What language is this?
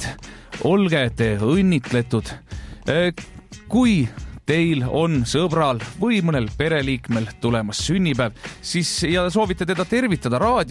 Estonian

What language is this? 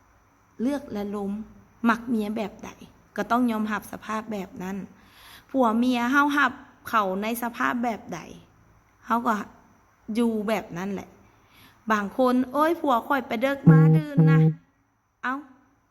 Lao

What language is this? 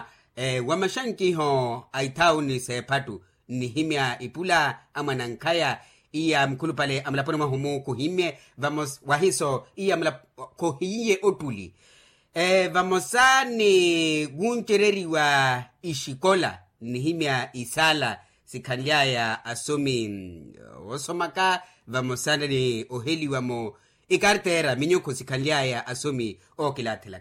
Makhuwa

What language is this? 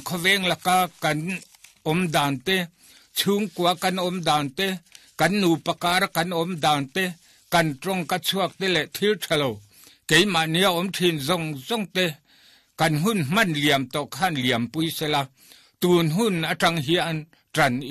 Mizo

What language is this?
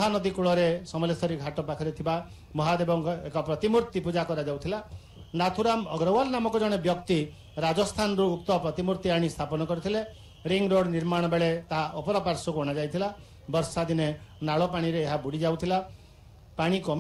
Odia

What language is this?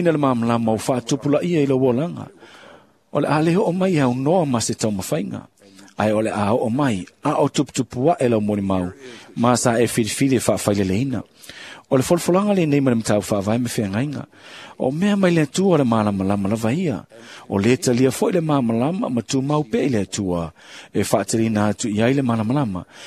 Samoan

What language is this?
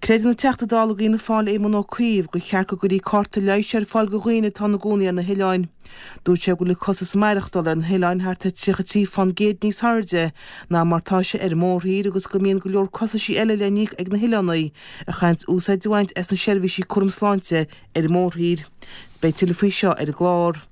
Irish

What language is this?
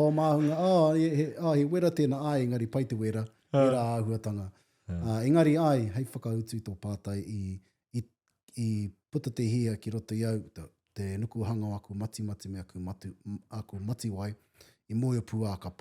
Māori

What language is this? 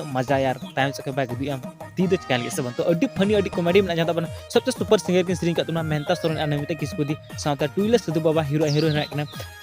Santali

